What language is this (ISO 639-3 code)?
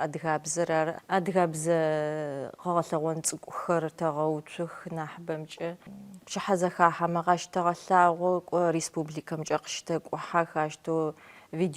ady